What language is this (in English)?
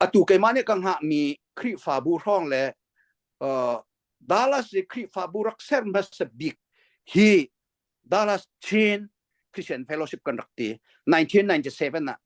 Hakha Chin